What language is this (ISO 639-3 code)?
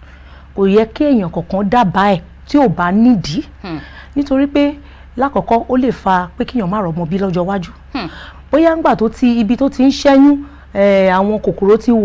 yor